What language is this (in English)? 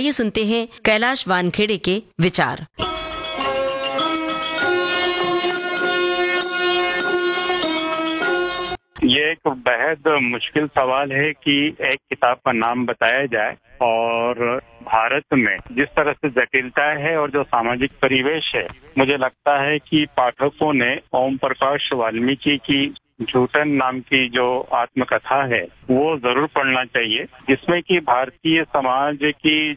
Hindi